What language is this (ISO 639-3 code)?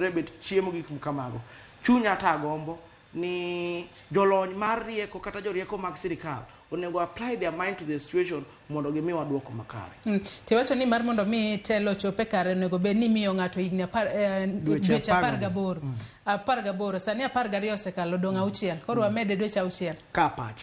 luo